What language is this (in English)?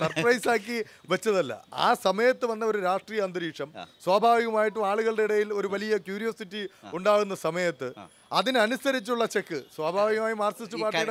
Malayalam